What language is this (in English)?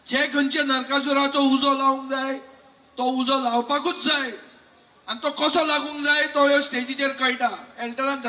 Konkani